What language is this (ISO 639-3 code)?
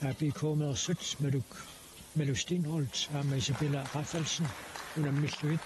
kal